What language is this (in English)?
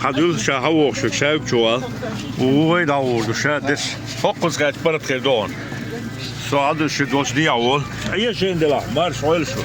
Chechen